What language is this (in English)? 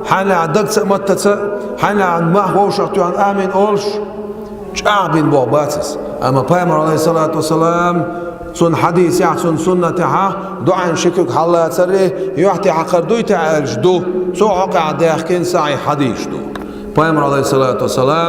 Chechen